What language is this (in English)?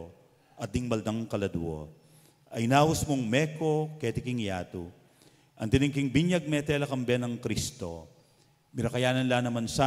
Pampanga